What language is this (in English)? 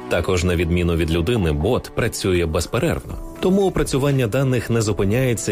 Ukrainian